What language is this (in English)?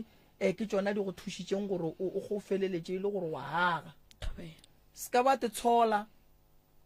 Northern Sotho